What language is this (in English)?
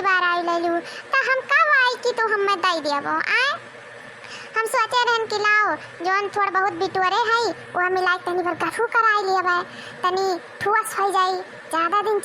Awadhi